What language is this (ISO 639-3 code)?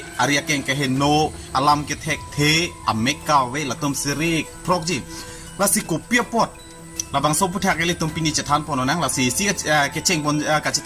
mjw